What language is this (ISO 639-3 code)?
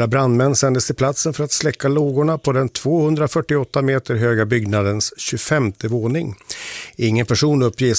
swe